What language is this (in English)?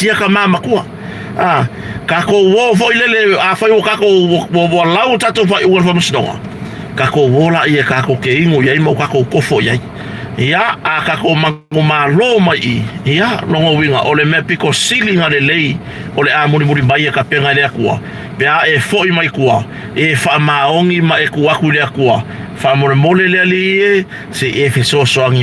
Samoan